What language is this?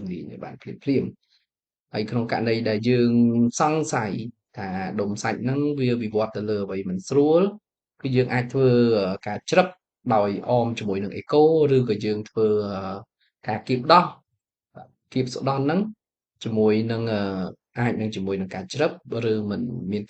Khmer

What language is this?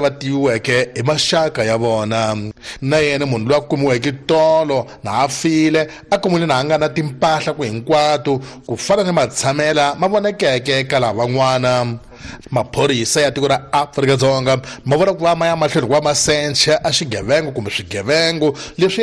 Tsonga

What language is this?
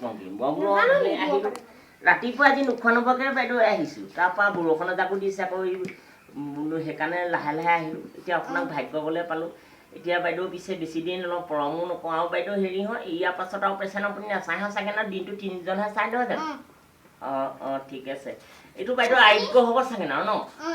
Assamese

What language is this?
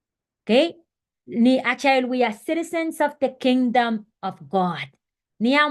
Pohnpeian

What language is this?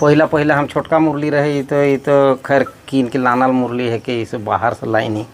Sadri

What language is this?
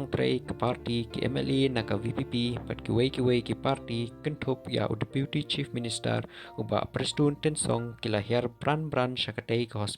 Khasi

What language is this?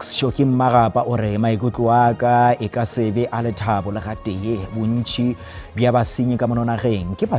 Northern Sotho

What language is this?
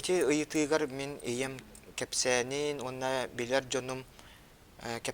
Yakut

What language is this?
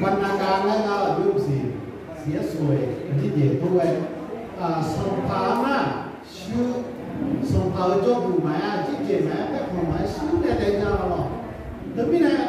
Akha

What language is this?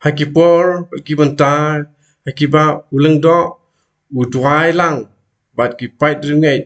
Khasi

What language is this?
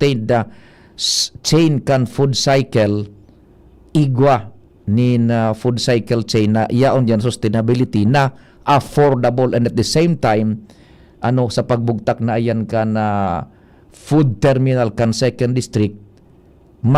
Bikol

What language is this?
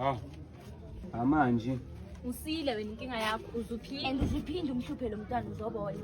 Zulu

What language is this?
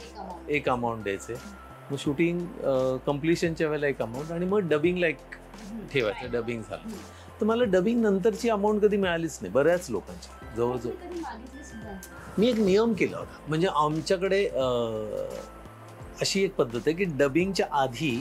Marathi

